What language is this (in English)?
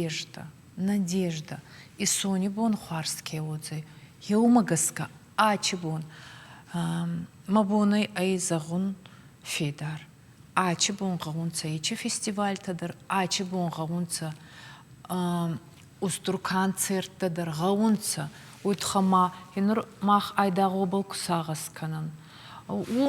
Ossetic